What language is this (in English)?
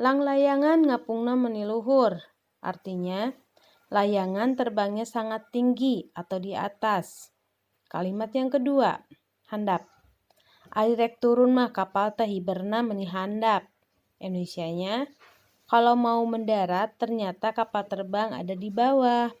Sundanese